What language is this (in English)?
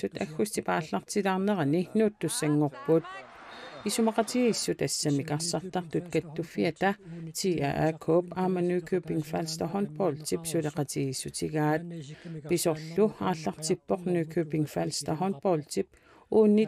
Kalaallisut